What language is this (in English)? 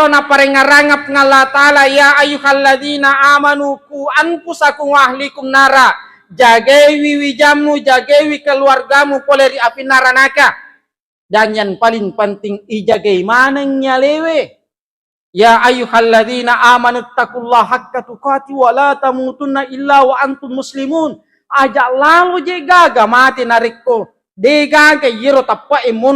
Buginese